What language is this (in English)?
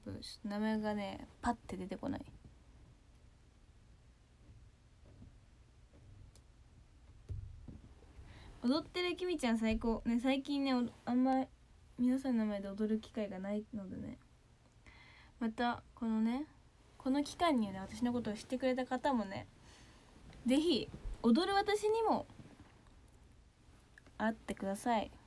Japanese